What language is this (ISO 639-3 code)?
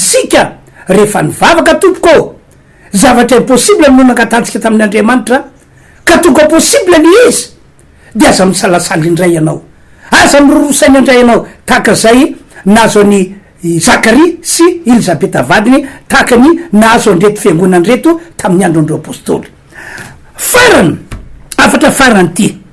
mlg